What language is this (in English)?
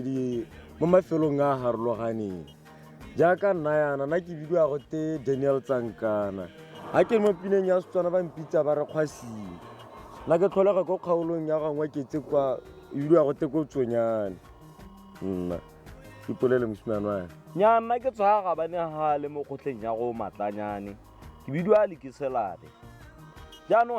Tswana